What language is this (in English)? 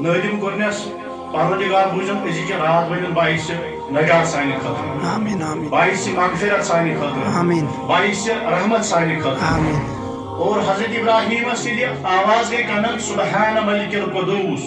Kashmiri